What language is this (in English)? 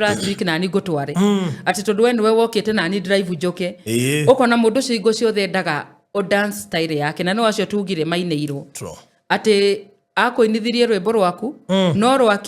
Kikuyu